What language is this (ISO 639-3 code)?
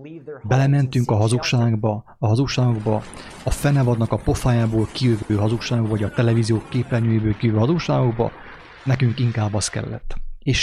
hun